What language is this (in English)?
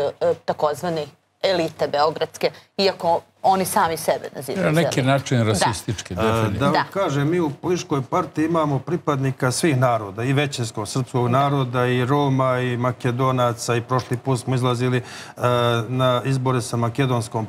Serbian